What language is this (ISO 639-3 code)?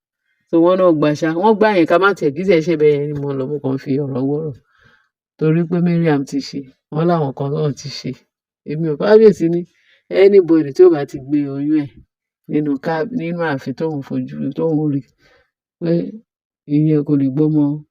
yor